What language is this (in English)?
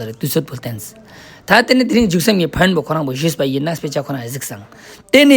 Ladakhi